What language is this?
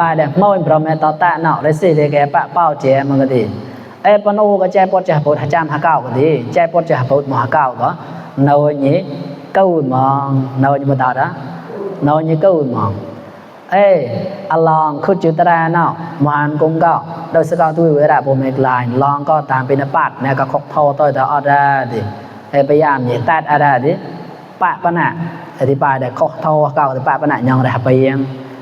Mon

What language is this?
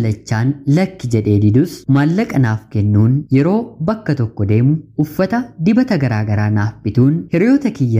Oromo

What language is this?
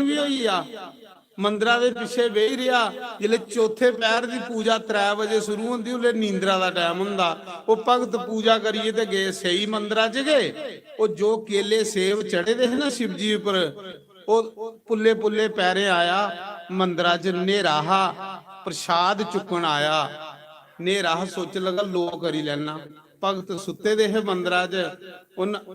Dogri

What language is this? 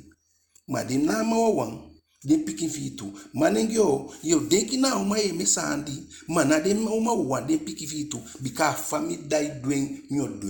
Eastern Maroon Creole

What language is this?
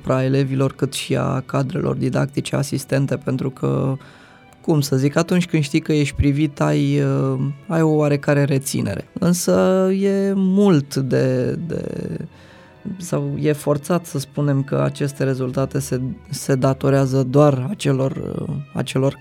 Romanian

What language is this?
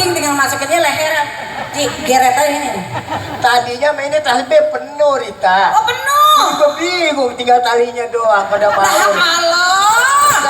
Betawi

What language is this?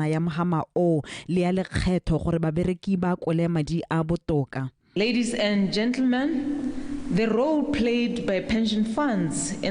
Tswana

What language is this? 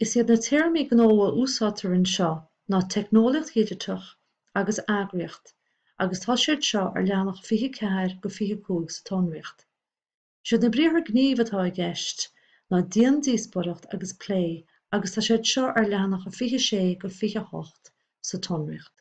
Irish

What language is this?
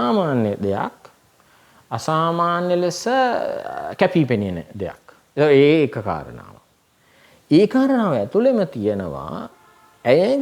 Sinhala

